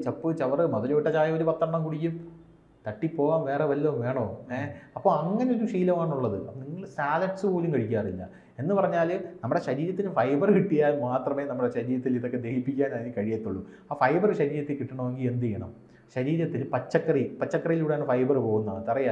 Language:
Malayalam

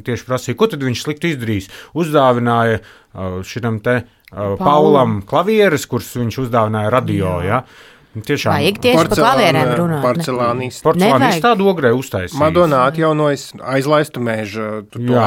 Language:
Latvian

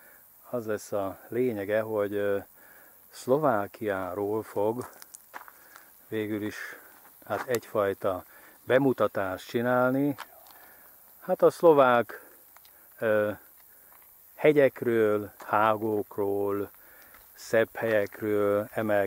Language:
Hungarian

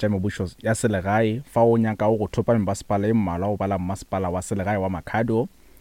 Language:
Northern Sotho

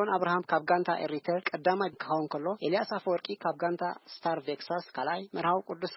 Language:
Tigrinya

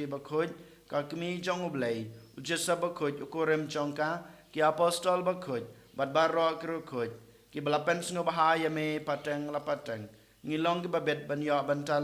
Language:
Khasi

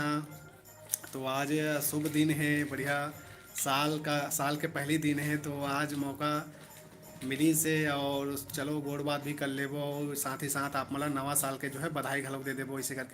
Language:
Chhattisgarhi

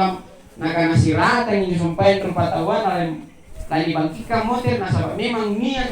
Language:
Makasar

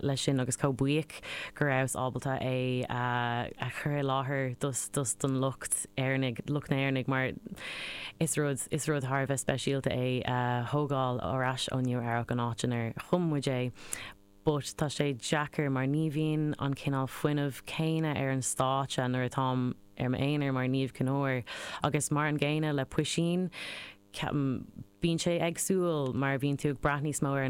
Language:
Irish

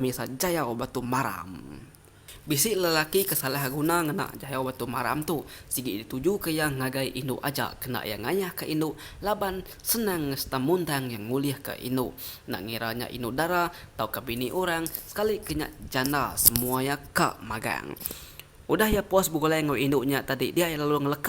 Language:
Iban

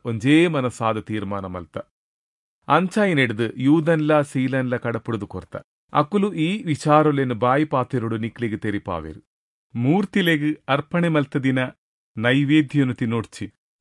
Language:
Tulu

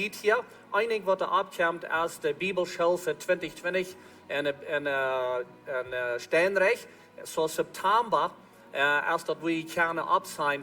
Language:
Plautdietsch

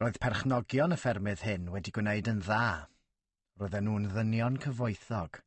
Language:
Welsh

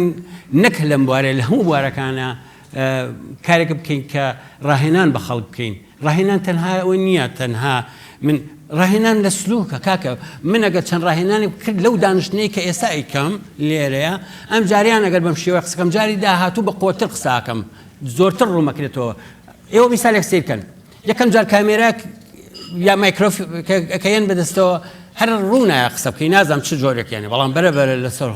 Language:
Central Kurdish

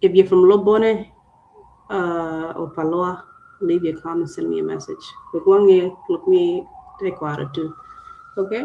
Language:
Acoli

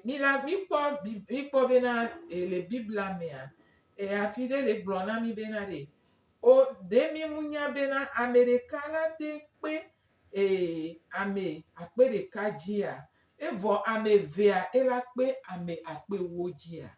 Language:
Gen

